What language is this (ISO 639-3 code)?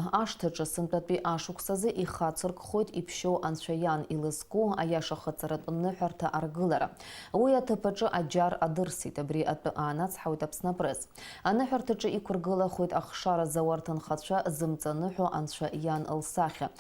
abk